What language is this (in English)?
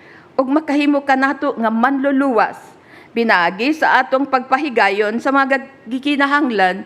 Cebuano